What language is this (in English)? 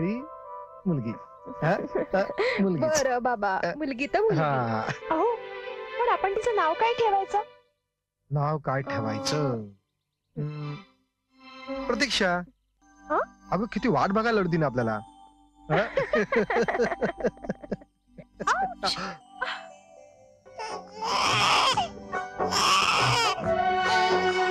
Marathi